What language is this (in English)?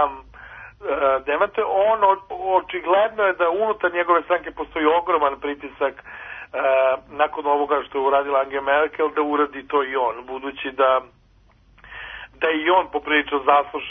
Serbian